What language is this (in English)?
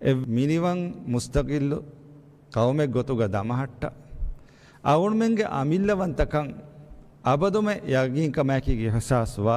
Divehi